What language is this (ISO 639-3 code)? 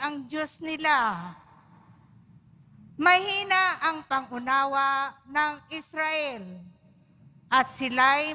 fil